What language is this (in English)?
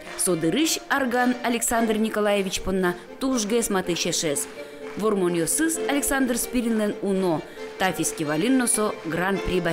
Udmurt